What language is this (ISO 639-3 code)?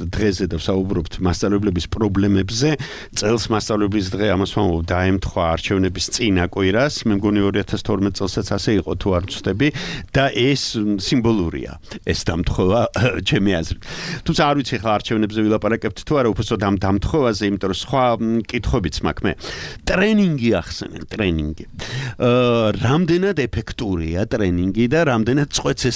kat